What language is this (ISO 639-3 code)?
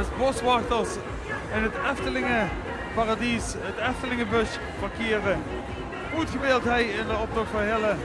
lim